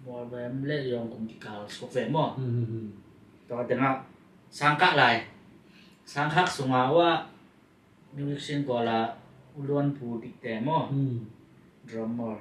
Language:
Tedim Chin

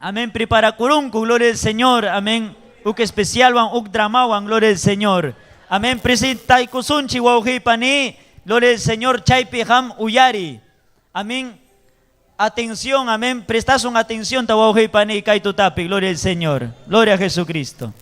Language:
Ayacucho Quechua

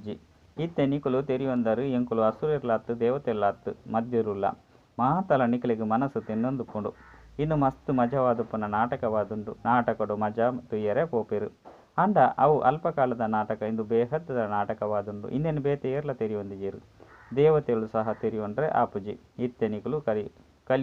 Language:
Tulu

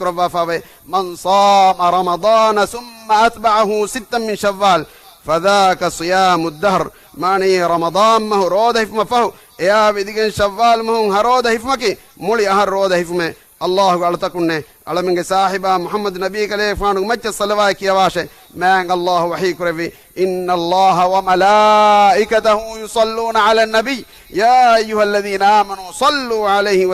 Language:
Divehi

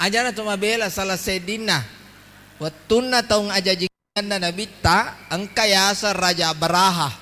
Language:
Buginese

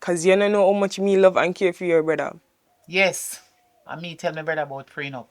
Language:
Jamaican Creole English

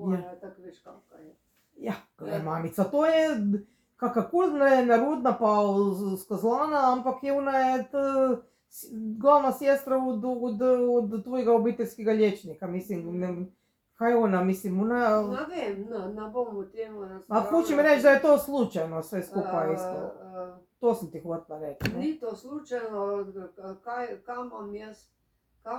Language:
Slovenian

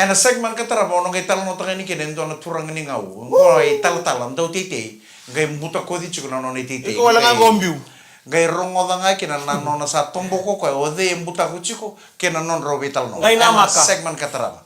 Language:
Fijian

